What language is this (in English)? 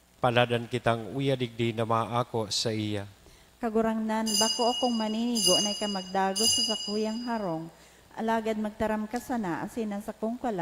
Bikol